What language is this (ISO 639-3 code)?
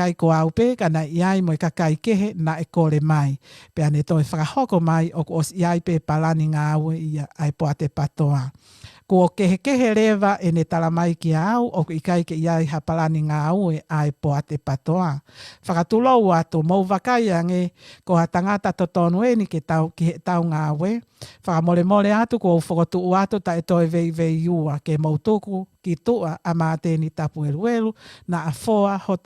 ton